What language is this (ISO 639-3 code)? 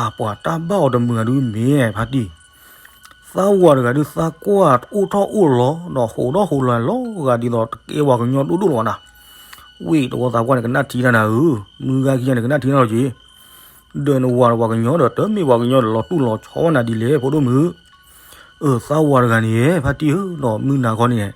ksw